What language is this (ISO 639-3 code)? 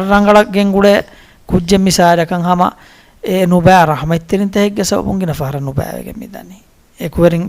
div